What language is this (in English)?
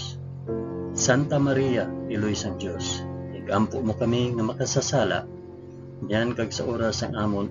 Hiligaynon